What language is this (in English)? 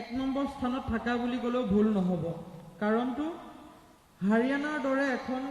Assamese